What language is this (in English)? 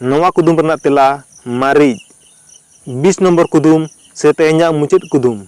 Santali